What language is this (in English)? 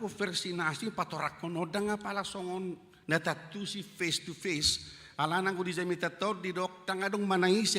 Batak Toba